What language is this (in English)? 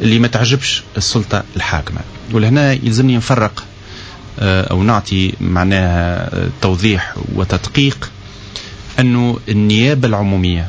Tunisian Arabic